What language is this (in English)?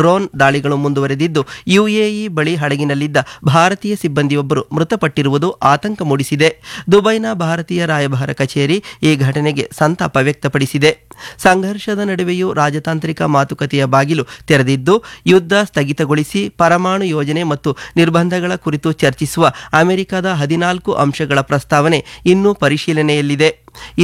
Kannada